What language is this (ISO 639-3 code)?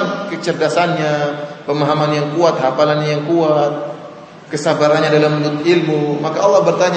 ind